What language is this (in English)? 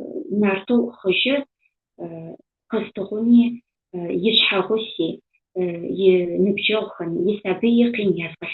Adyghe